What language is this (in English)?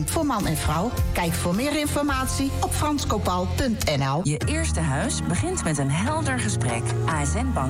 Dutch